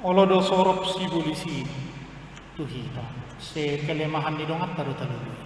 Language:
Batak Toba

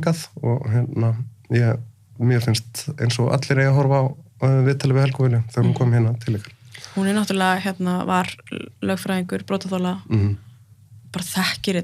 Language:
Icelandic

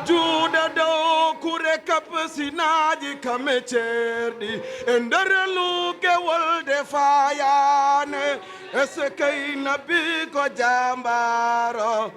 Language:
Fula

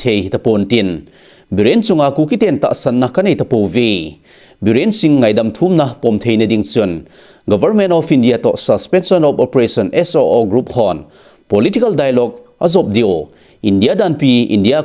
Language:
Thado Chin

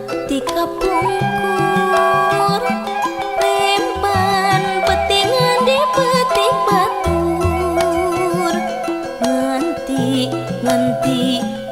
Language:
Sundanese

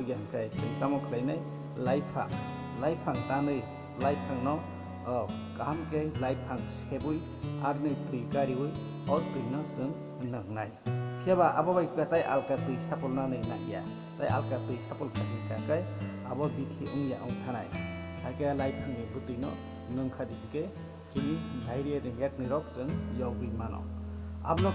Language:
Kok Borok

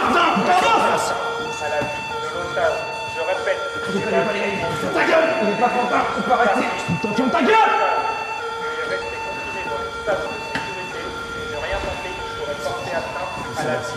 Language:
French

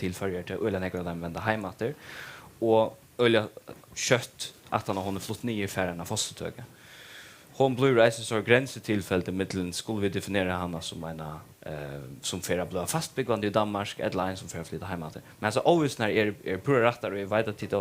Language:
Faroese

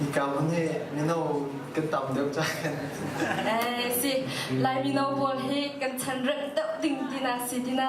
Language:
Hakha Chin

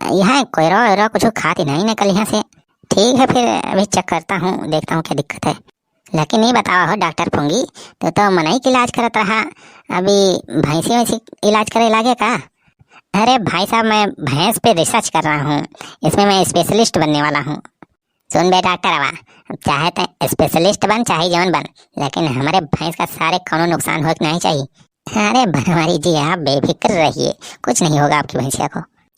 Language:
Awadhi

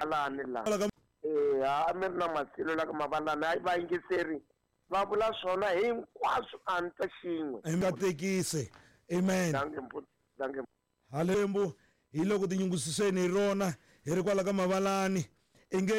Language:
Tsonga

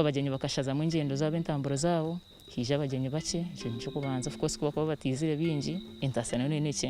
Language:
Nyankole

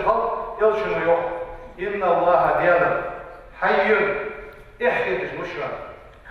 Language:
Ingush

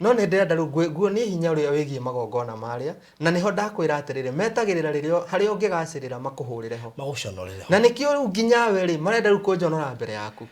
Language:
Kikuyu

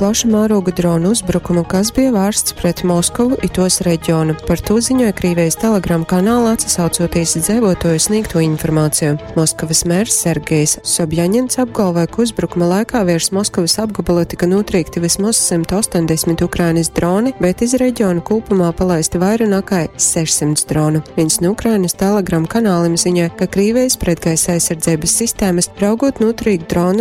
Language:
Latgalian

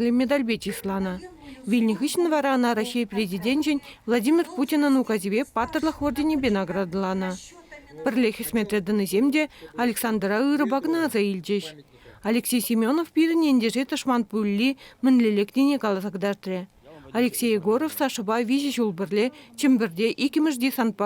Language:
Chuvash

